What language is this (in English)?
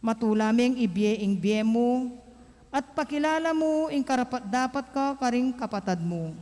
Pampanga